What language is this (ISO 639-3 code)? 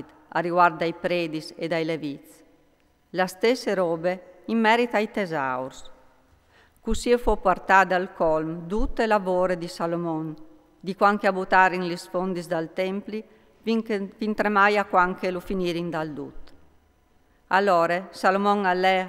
fur